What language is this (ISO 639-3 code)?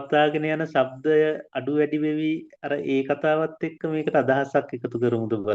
sin